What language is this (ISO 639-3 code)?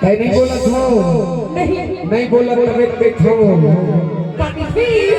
hne